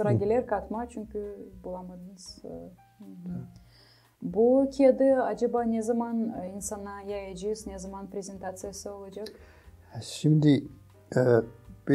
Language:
Gagauz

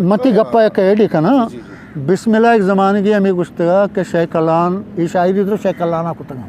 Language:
Eastern Balochi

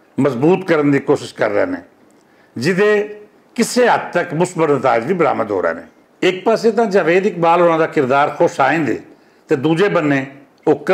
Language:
Western Panjabi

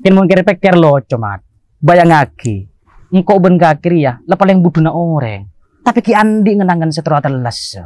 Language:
Madurese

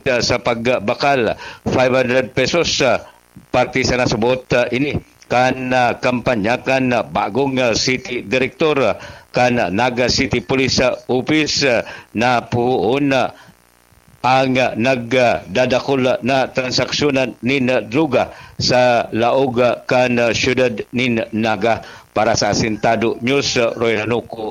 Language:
Bikol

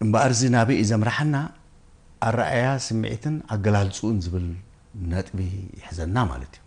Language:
Tigrinya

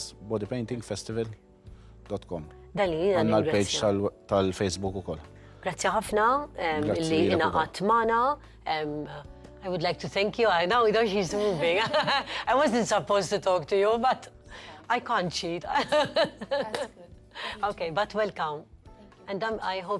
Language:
Maltese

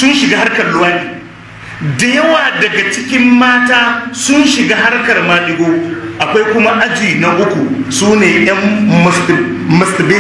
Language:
Hausa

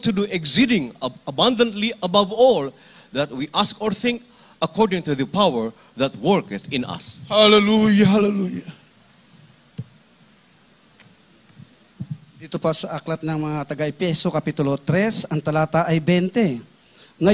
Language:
Filipino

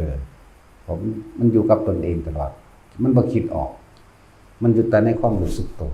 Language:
Northeastern Thai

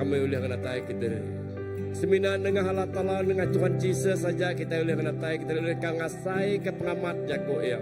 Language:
Iban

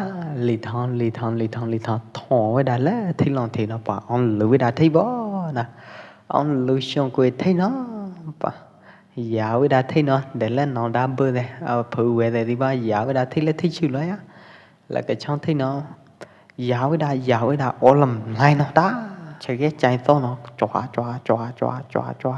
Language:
Pwo Eastern Karen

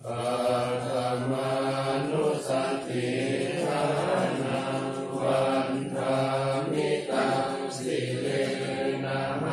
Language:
Pali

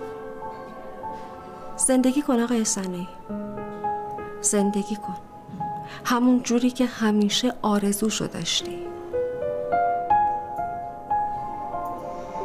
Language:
Persian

